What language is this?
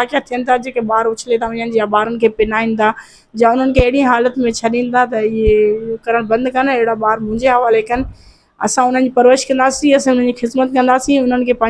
Sindhi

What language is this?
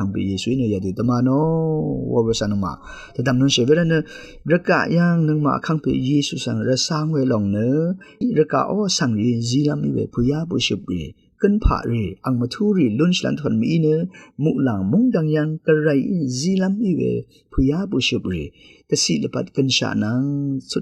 Rawang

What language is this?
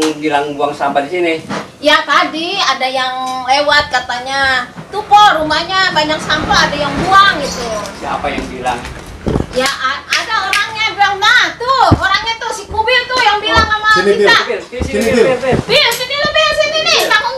Betawi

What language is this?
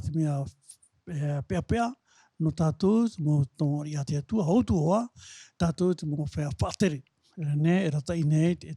Tahitian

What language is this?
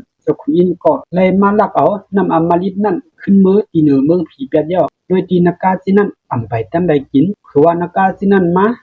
Shan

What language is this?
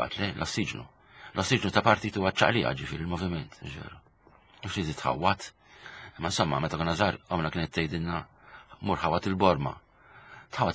Maltese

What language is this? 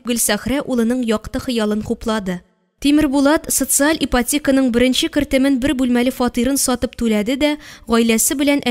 Tatar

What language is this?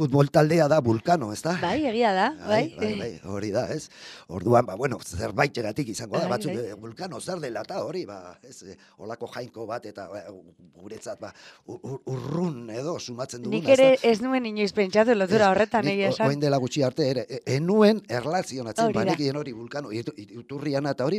Basque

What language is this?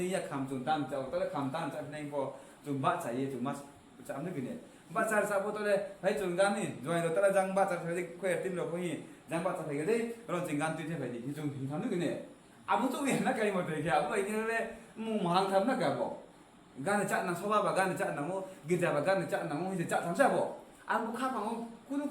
Riang (India)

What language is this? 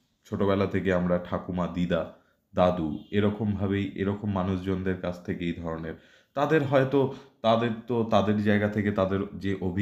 Bangla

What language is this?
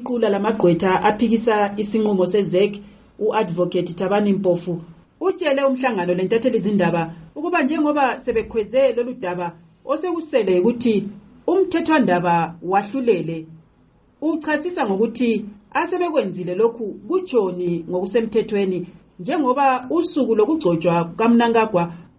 North Ndebele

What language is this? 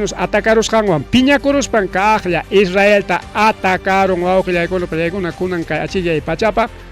Ayacucho Quechua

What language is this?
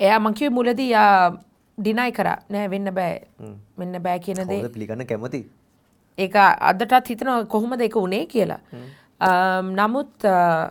Sinhala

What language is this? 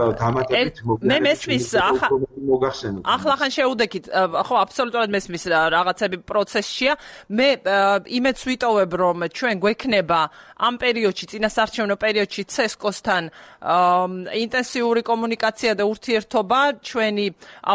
Georgian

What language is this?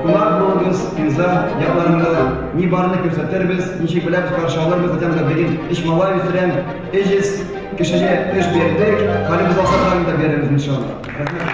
Tatar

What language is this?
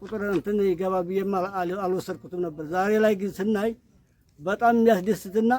Amharic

